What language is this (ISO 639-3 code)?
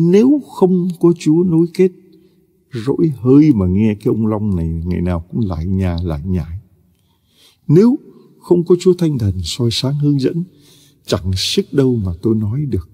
vie